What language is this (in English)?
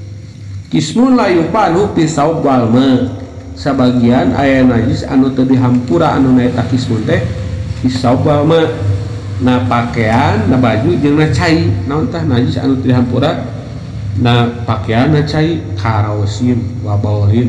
Sundanese